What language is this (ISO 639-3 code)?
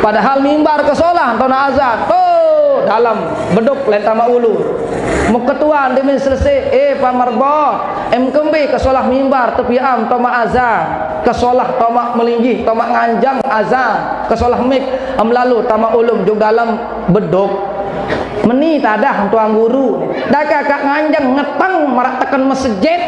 sas